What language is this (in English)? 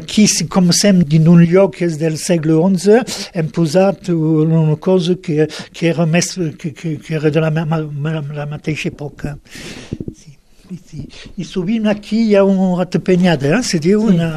Catalan